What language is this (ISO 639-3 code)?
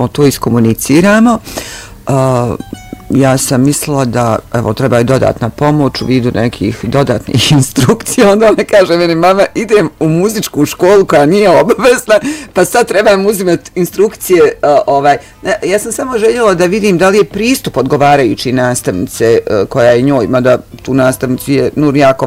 bos